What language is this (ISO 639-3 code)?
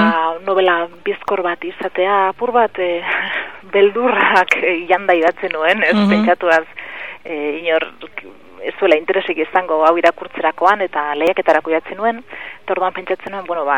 eus